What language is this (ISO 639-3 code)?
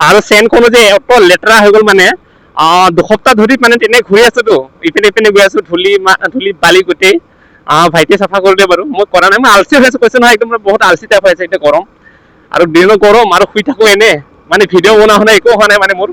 asm